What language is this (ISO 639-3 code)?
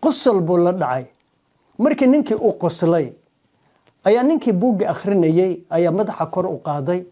som